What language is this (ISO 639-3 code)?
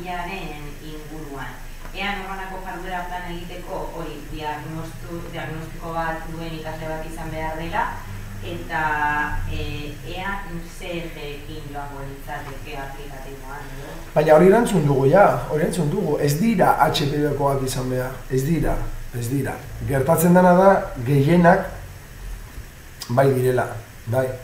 eus